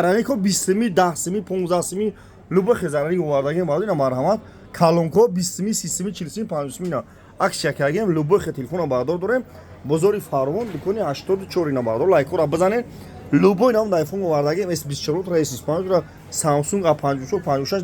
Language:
Tajik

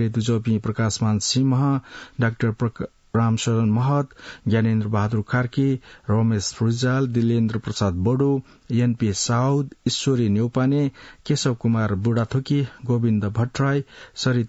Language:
Newari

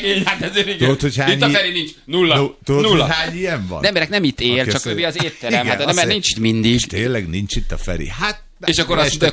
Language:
Hungarian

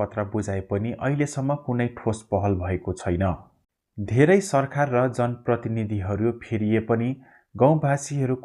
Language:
Nepali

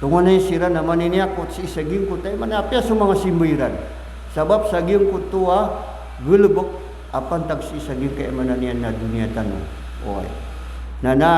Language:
Maranao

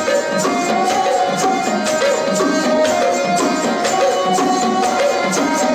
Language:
Punjabi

